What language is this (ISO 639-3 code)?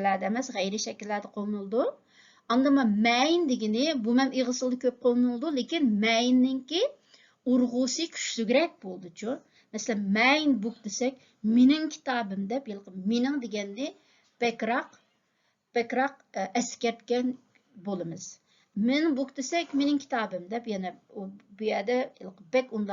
uig